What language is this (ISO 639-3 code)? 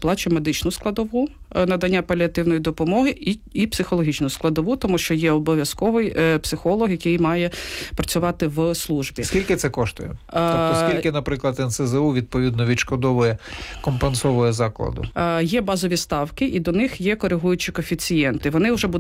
ukr